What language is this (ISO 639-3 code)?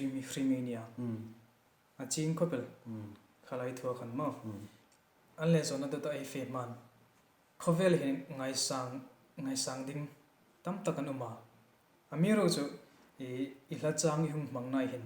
hmr